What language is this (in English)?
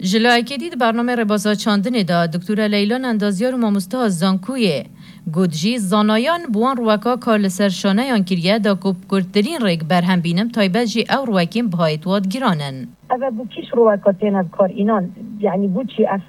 Kurdish